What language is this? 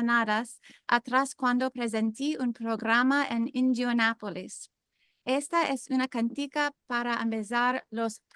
Ladino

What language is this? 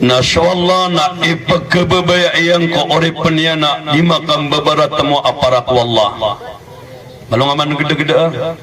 Maranao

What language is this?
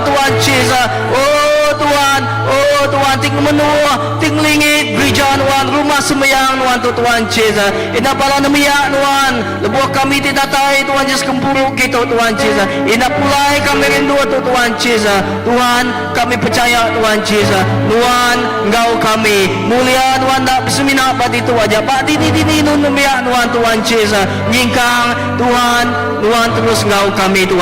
Iban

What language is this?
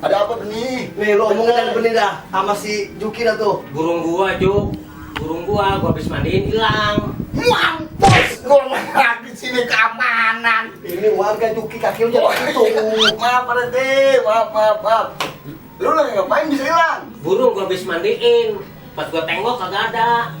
Betawi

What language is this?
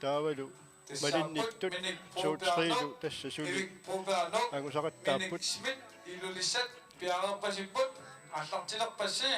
Kalaallisut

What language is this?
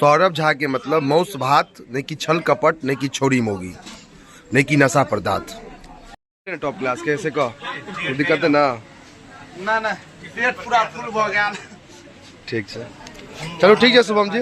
Maithili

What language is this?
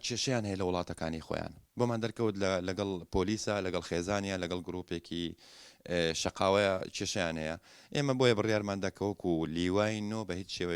Central Kurdish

